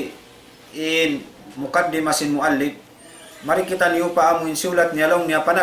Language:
Tausug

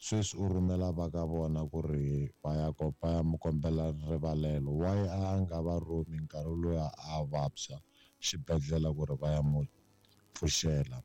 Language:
Tsonga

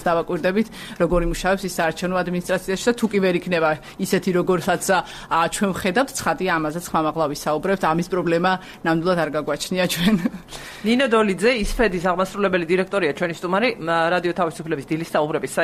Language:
Georgian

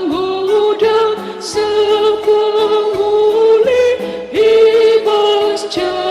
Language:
Batak Karo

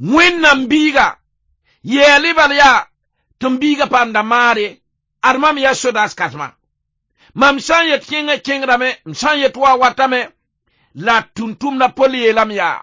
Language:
Mossi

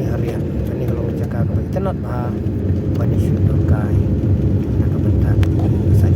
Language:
Khasi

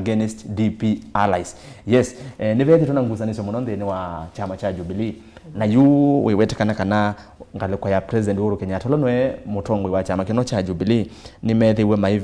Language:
Kamba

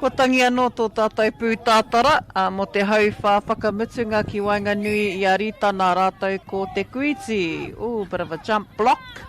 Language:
Māori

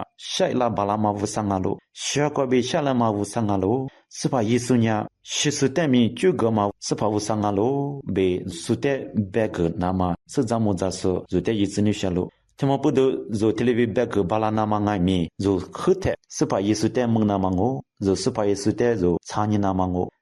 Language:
Lisu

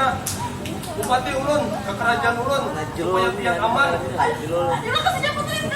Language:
Banjar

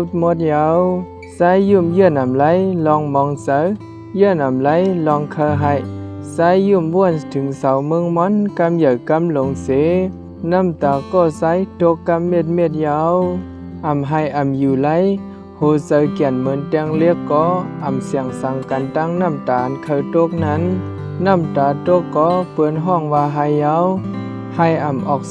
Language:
Shan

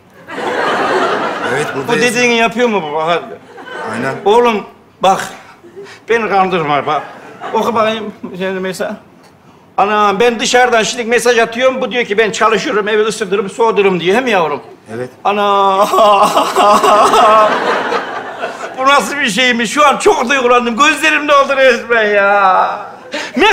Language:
Turkish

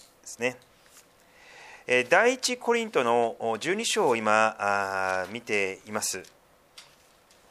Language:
Japanese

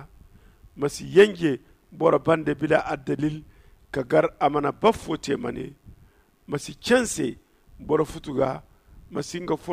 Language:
Zarma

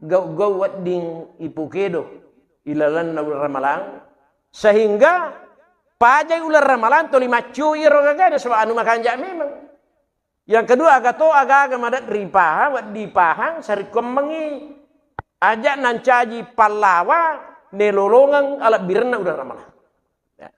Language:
Buginese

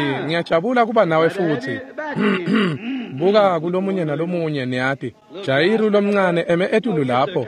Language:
Swati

